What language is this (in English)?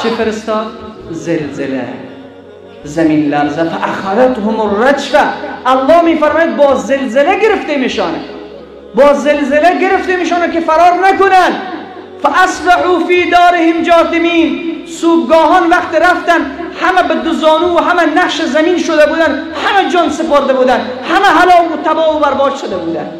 Tajik